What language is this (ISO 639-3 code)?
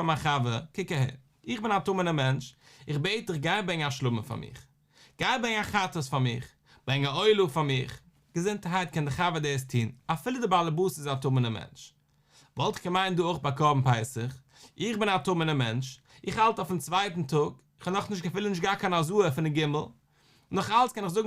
yid